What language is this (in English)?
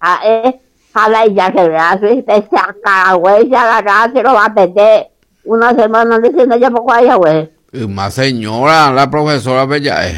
Guarani